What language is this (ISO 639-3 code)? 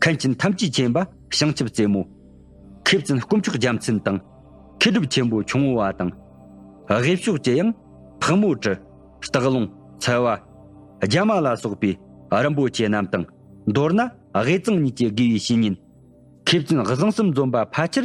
bod